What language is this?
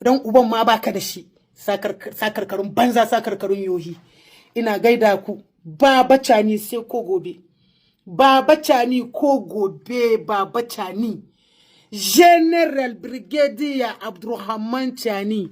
Hausa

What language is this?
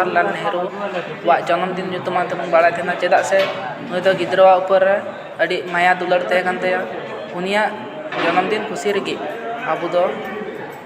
Santali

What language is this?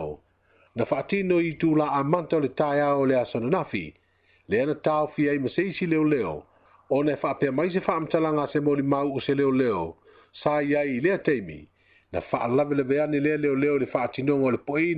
Samoan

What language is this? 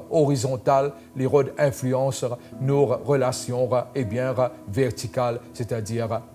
Morisyen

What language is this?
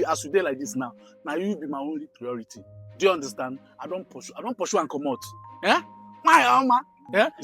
Nigerian Pidgin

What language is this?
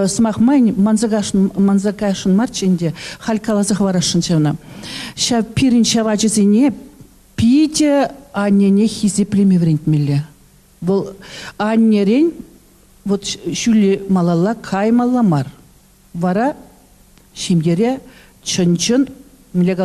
Chuvash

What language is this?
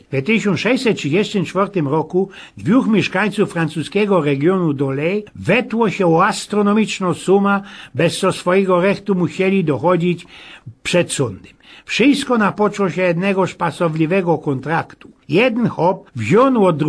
Silesian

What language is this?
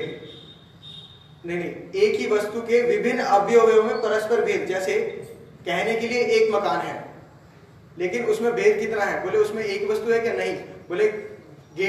Hindi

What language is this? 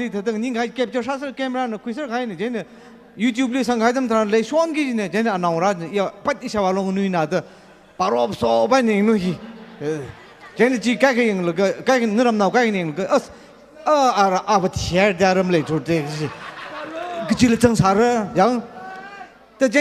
Tangkhul Naga (India)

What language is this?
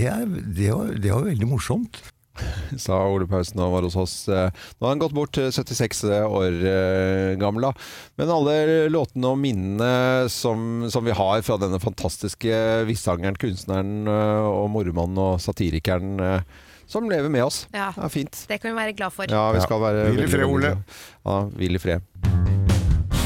Norwegian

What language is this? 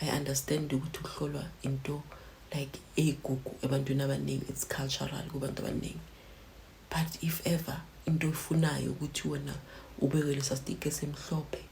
Zulu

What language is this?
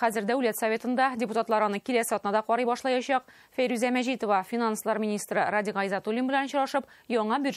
Tatar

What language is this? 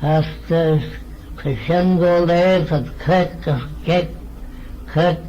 Manx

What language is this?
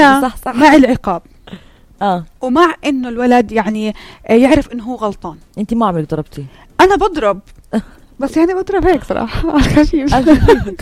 North Levantine Arabic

